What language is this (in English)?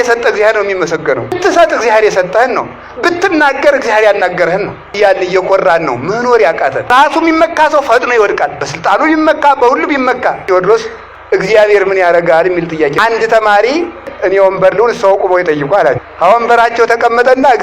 Amharic